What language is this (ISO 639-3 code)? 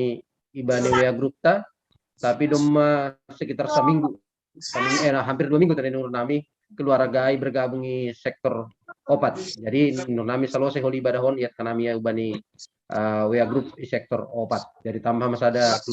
bts